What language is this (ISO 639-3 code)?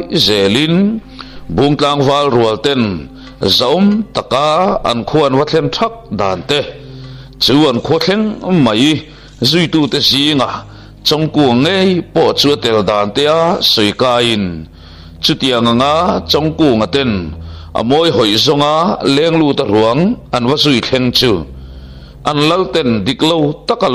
lus